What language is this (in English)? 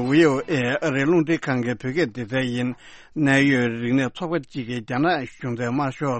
Tibetan